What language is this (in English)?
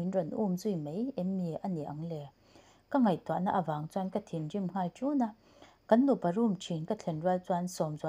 Mizo